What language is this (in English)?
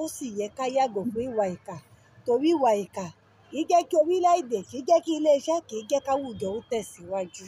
Yoruba